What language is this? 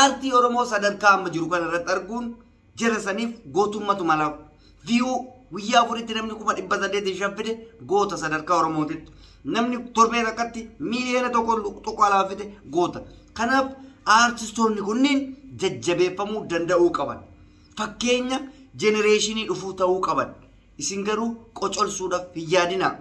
Oromo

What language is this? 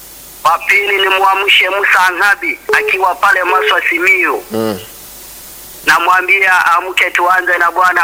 Swahili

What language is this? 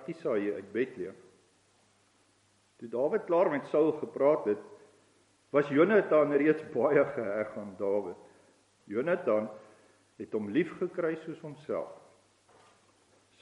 Afrikaans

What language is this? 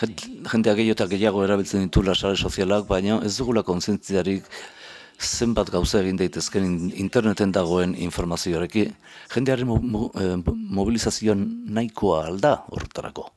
Basque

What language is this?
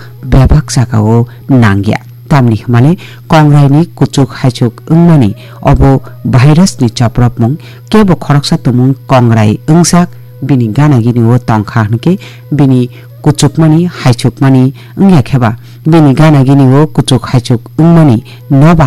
Kok Borok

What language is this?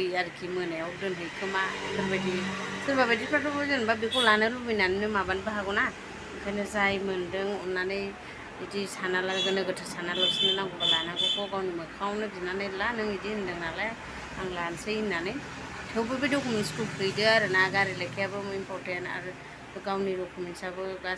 Bodo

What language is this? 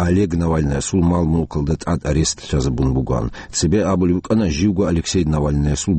Avaric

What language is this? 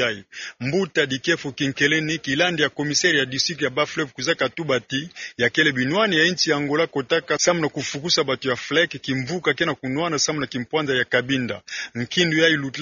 Kituba (Democratic Republic of Congo)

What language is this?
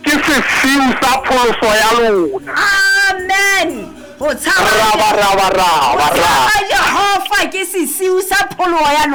Southern Sotho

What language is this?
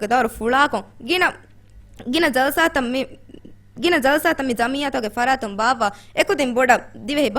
Divehi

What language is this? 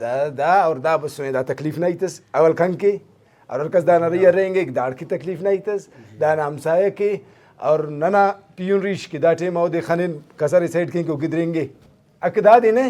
Brahui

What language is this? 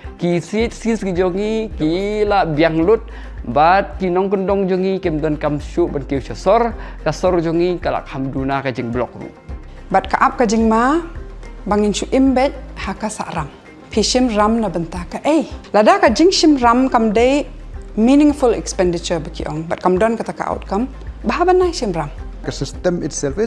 Khasi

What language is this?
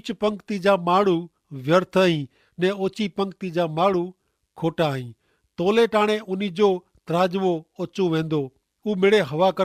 Kachhi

